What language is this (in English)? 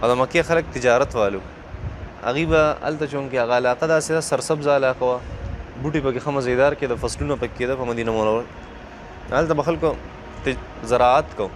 Pashto